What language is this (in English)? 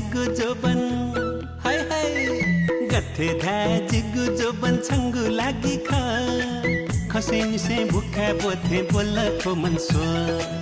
Newari